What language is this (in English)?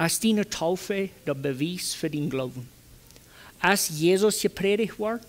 Plautdietsch